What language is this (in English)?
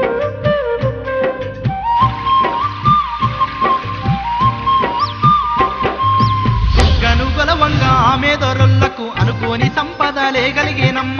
Telugu